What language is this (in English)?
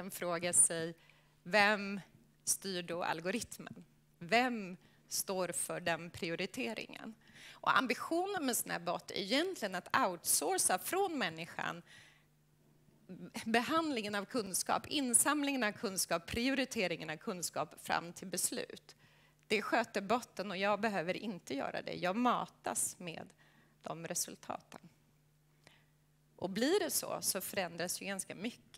Swedish